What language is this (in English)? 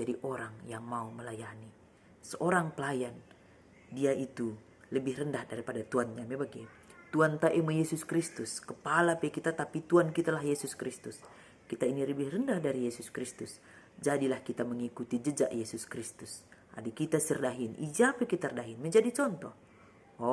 Batak Karo